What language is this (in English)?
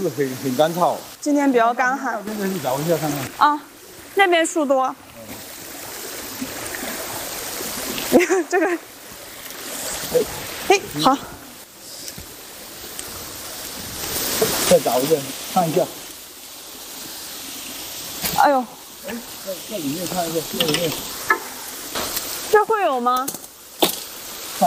Chinese